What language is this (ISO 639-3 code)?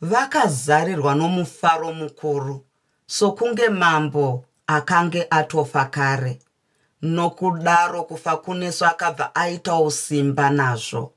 sna